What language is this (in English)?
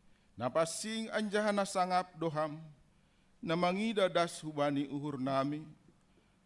Batak Simalungun